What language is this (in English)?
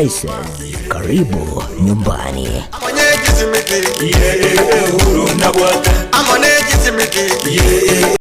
Gusii